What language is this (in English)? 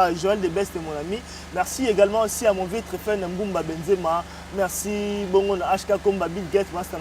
Lingala